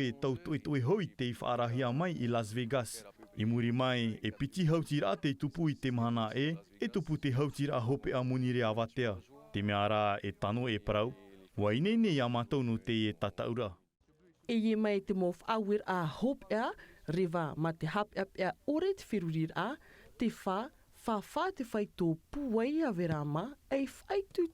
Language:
Tahitian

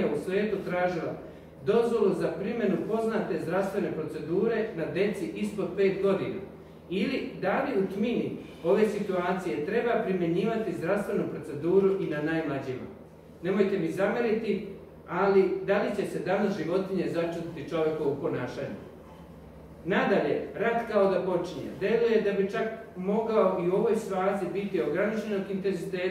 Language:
Serbian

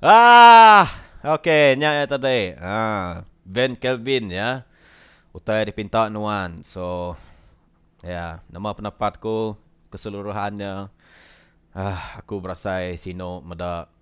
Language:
Iban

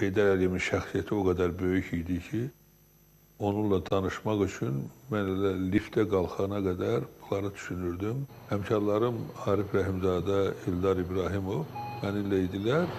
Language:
Azerbaijani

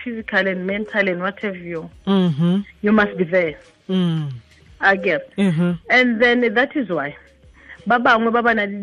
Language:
Tswana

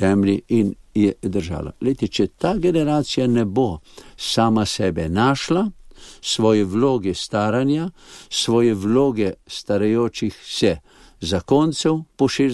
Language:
Slovenian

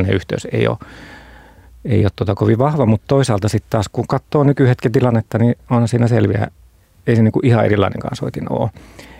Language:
Finnish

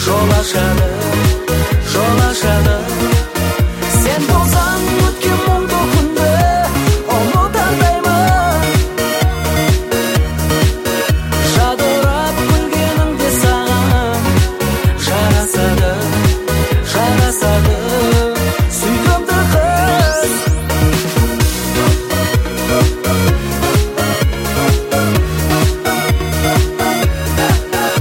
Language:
Kazakh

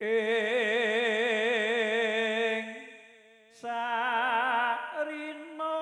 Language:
Javanese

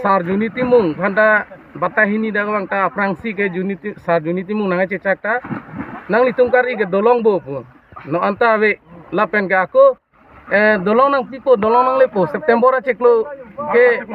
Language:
Karbi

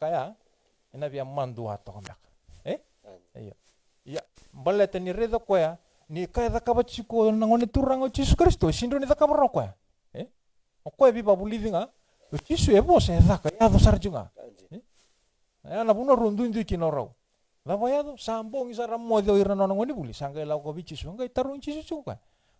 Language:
Fijian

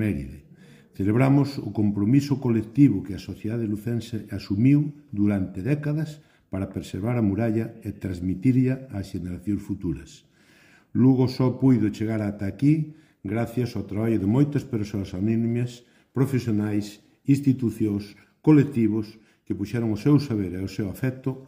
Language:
Galician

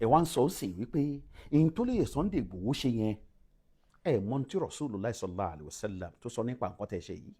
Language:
Yoruba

